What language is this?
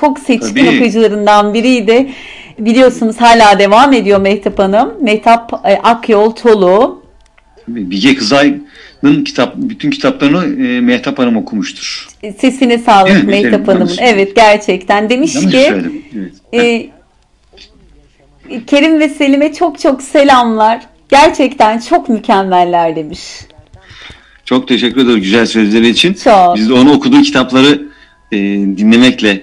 Turkish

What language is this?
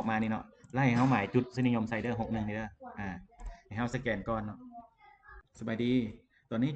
Lao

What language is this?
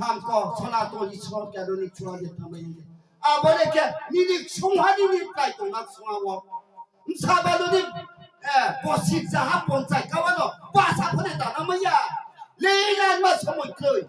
Riang (India)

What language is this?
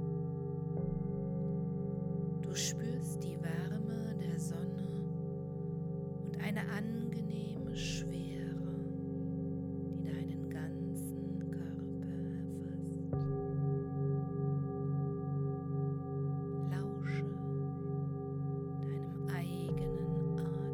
German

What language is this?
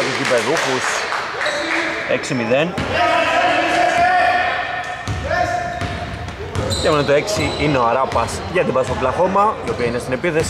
Greek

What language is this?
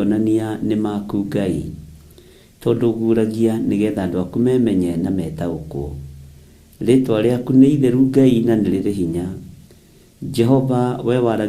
Kikuyu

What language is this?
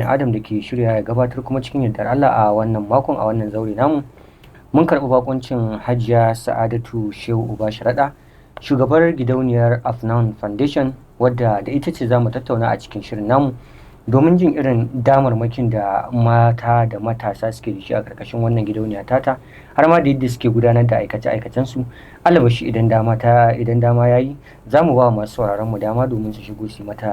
Hausa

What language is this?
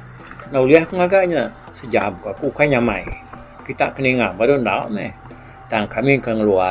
Iban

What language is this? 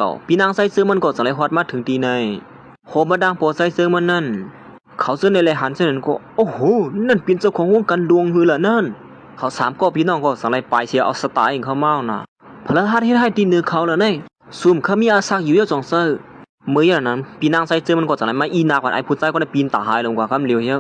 Shan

